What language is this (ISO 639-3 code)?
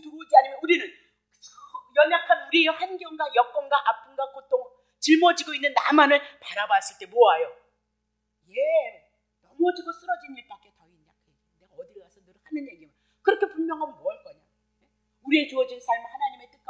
kor